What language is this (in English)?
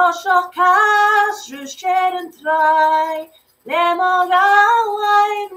Scottish Gaelic